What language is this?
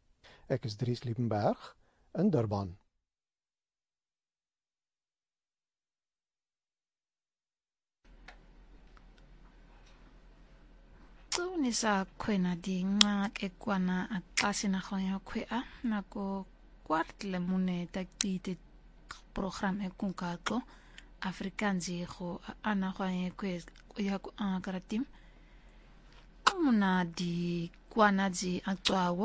Afrikaans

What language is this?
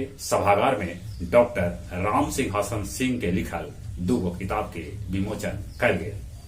Magahi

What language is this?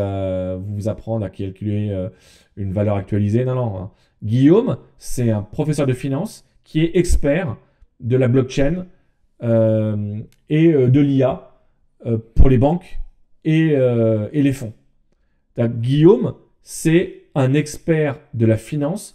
French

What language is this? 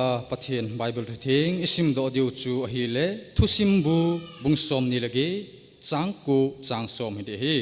Thado Chin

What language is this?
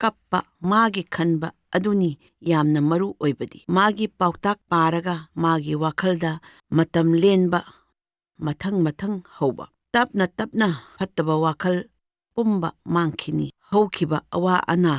Manipuri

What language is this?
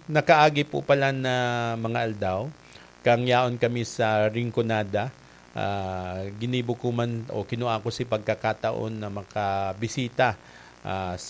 Bikol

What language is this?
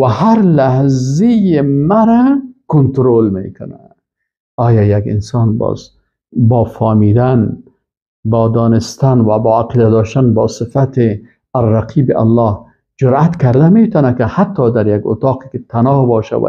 Persian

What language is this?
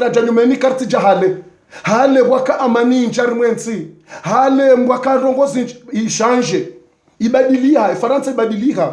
Ngazidja Comorian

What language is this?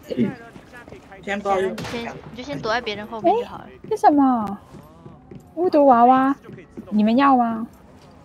Chinese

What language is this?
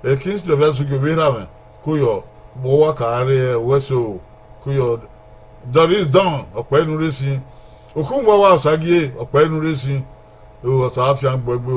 Bini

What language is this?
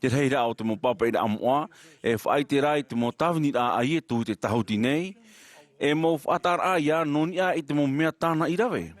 Tahitian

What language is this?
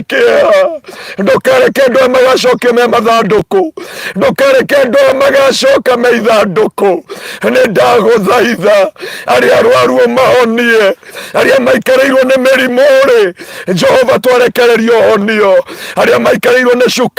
Kikuyu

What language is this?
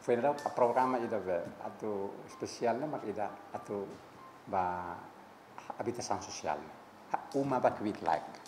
Tetum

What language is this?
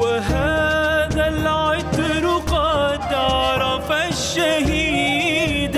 Mesopotamian Arabic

